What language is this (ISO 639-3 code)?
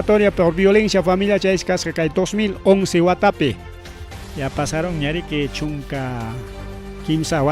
quy